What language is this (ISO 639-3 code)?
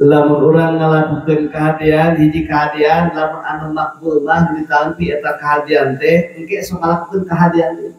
sun